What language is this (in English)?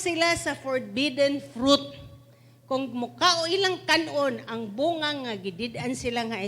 Cebuano